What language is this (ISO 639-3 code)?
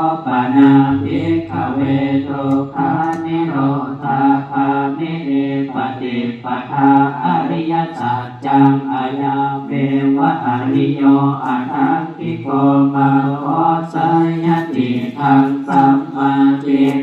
pli